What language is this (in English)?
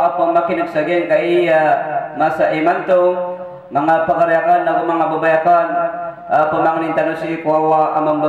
Maranao